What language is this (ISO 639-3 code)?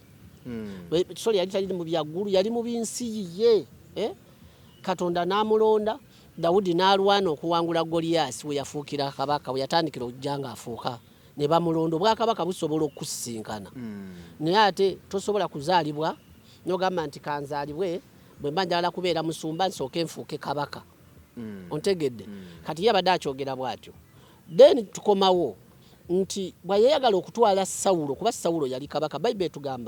lug